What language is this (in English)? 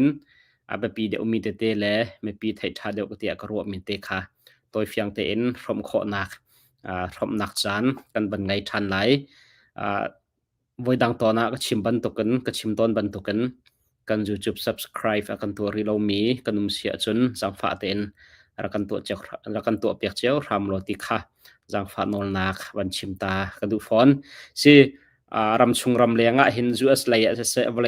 Hakha Chin